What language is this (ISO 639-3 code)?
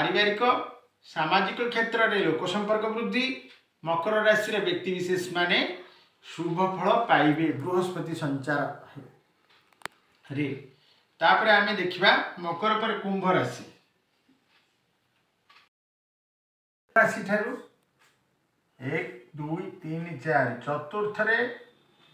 ori